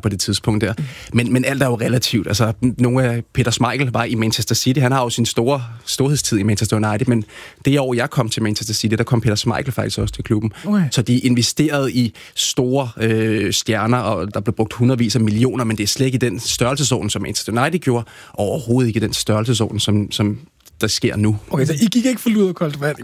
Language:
Danish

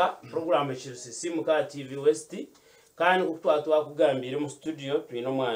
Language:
Nyankole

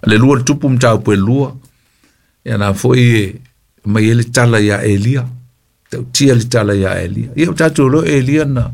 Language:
Samoan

